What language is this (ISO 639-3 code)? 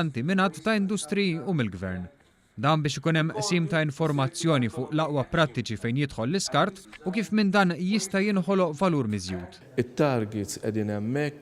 mlt